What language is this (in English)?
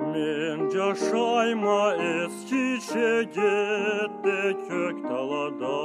Karachay-Balkar